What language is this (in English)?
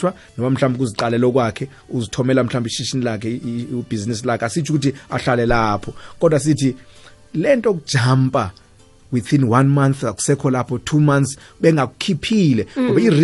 South Ndebele